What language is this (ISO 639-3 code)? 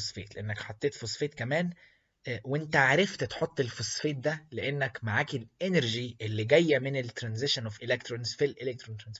arz